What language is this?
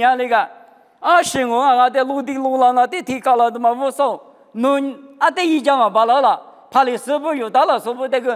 Lisu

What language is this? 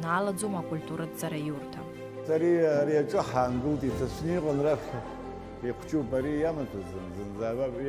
Abkhazian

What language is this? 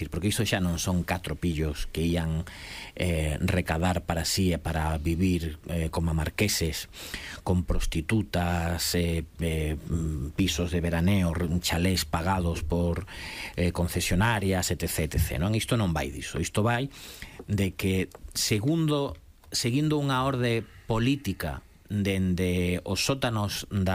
Galician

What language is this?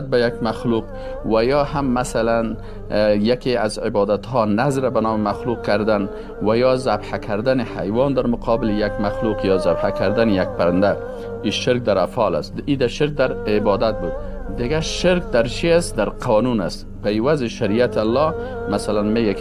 Persian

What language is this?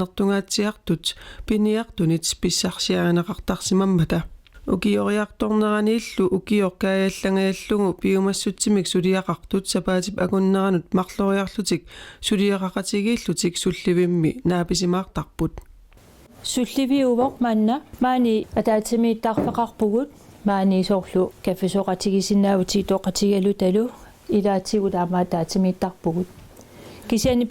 Kalaallisut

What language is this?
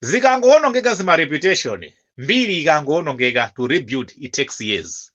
Nyanja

